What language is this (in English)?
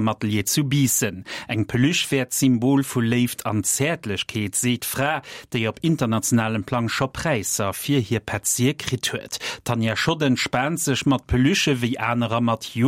Luxembourgish